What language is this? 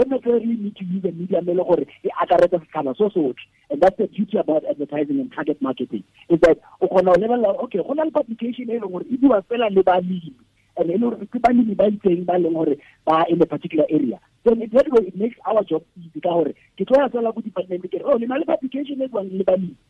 Tswana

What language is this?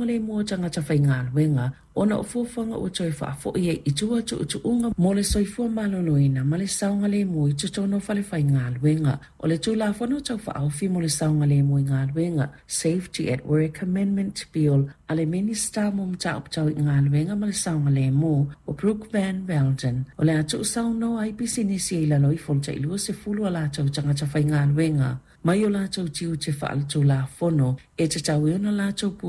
Samoan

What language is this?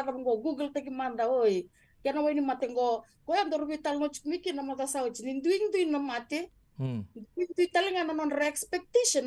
Fijian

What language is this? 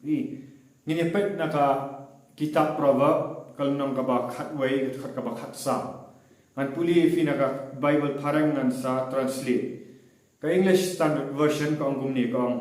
Khasi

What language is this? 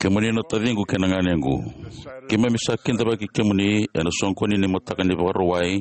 Fijian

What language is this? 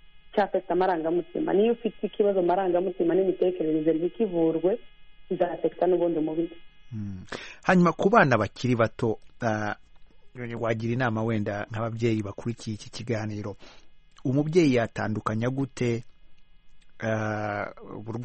Kinyarwanda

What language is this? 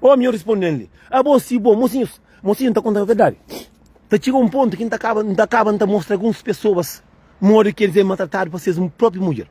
Kabuverdianu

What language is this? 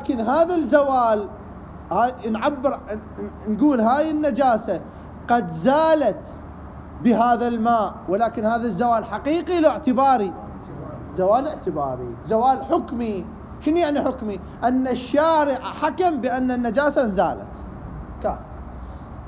Mesopotamian Arabic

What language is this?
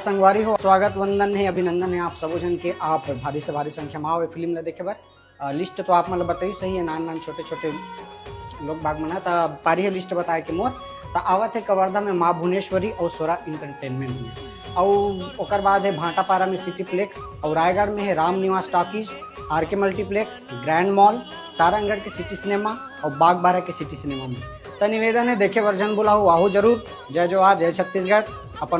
Chhattisgarhi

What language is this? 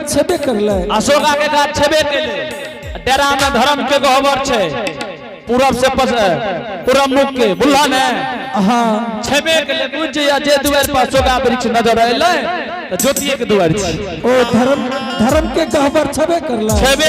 Angika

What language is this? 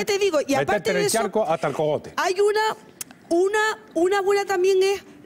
Spanish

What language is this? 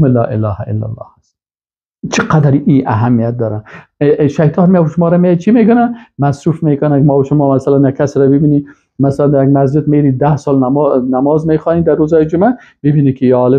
Persian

